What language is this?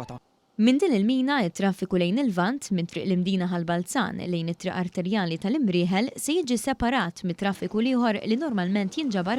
Maltese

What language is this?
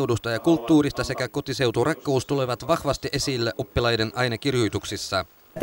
Finnish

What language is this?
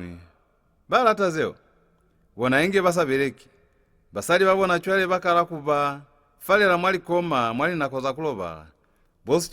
Lozi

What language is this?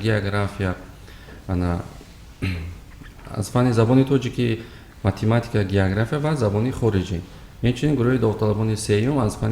Tajik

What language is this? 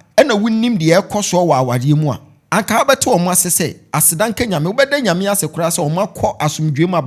Akan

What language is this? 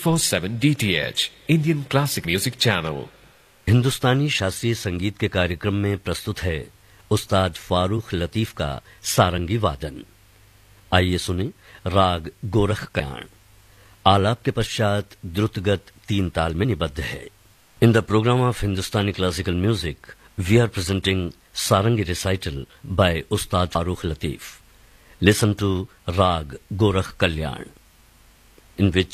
Hindi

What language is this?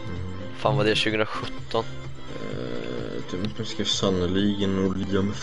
Swedish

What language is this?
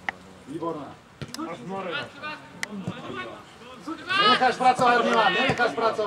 Slovak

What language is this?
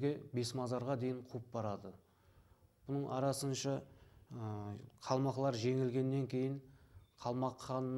Kara-Kalpak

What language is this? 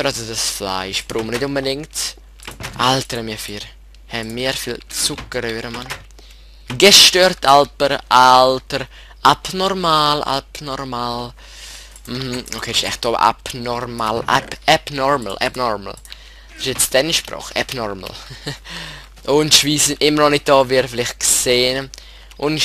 Swiss German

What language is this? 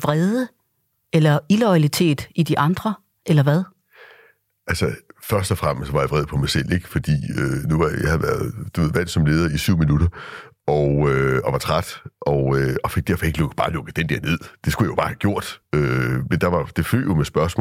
Danish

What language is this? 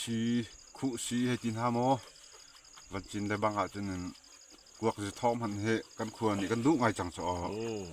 Falam Chin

